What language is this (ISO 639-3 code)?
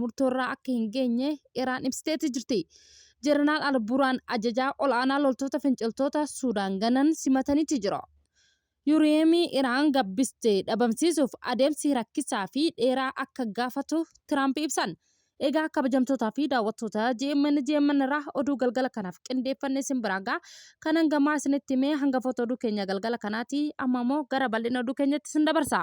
orm